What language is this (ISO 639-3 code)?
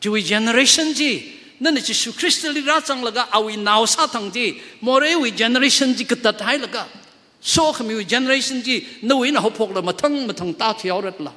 nmf